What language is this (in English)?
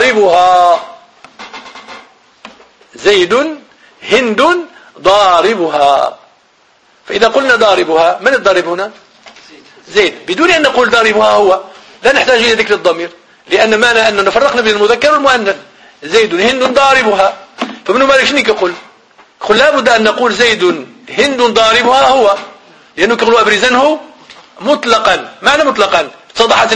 Arabic